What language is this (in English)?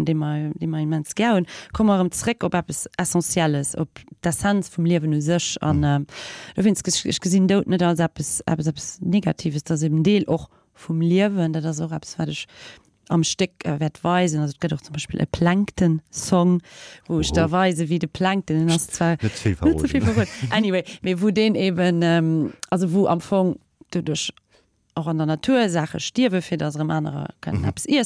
Luxembourgish